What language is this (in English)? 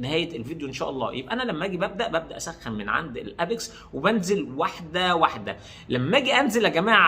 Egyptian Arabic